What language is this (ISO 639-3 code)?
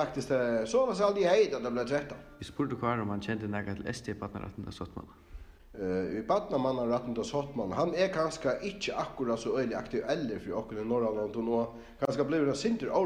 fao